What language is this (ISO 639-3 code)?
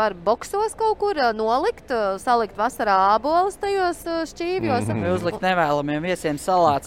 lav